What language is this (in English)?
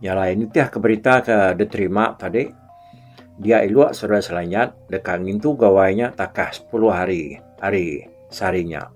Iban